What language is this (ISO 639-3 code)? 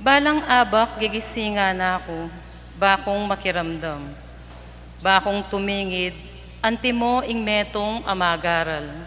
pam